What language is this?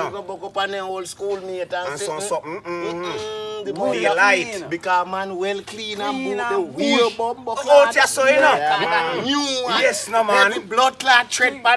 Jamaican Creole English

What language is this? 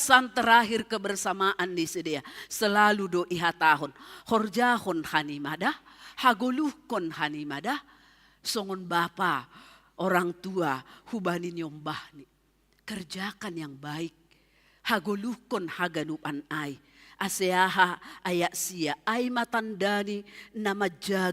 Batak Simalungun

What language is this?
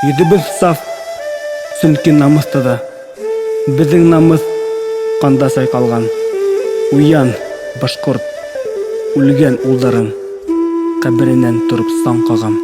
Bashkir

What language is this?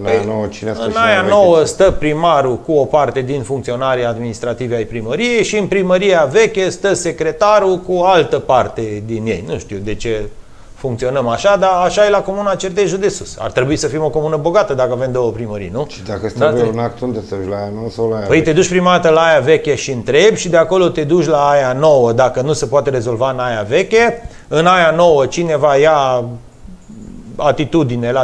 Romanian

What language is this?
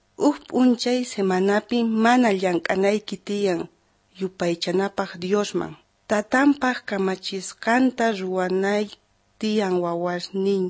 South Bolivian Quechua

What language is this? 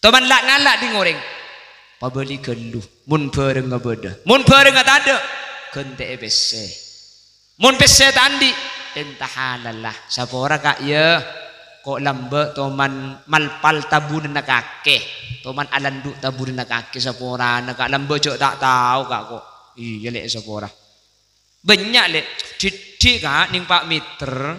Madurese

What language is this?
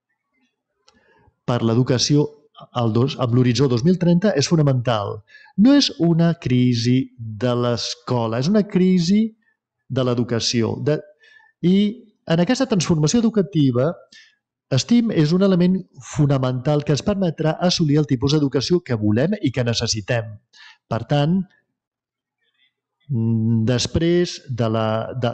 Catalan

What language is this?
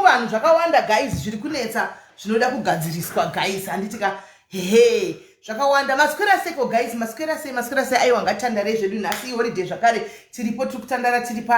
Shona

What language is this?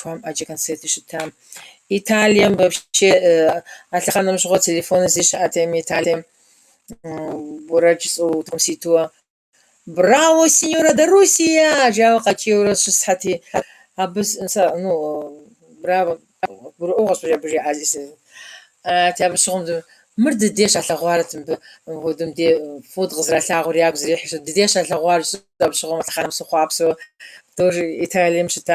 Kabardian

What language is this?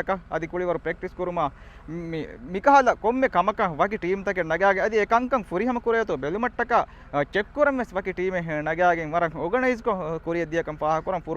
Divehi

